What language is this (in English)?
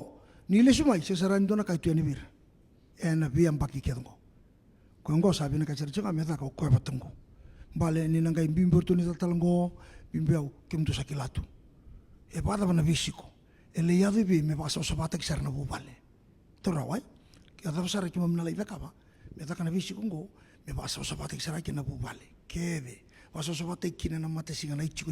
Fijian